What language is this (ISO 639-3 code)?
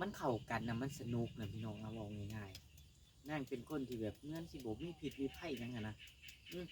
tts